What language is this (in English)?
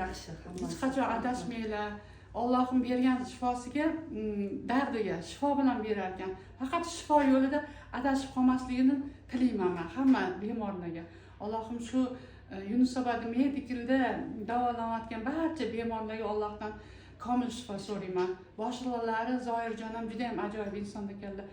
Uzbek